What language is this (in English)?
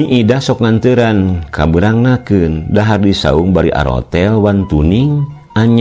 Sundanese